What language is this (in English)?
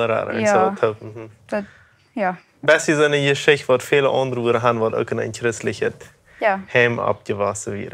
Plautdietsch